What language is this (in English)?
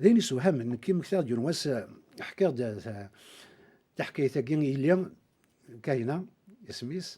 Kabyle